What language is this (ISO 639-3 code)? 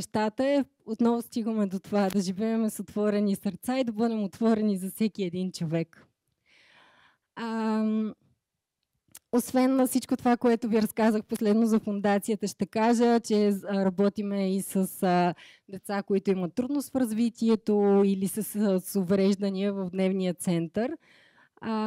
bul